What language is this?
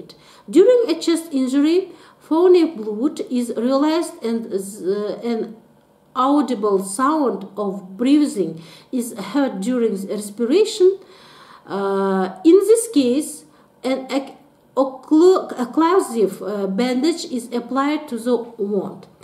English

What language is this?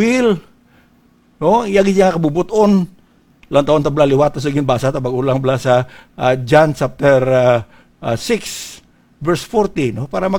Hiligaynon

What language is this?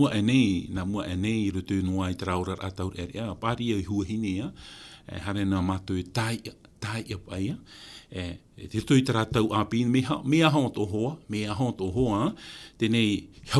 Tahitian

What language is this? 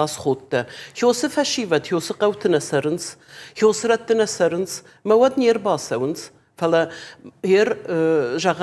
Ossetic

